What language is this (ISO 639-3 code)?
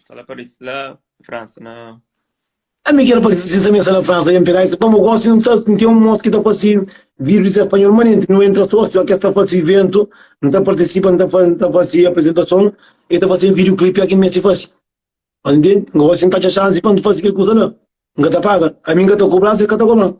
kea